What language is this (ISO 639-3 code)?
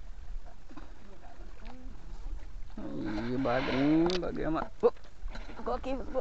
por